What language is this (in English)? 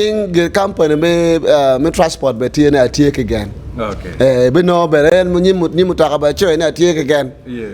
Acoli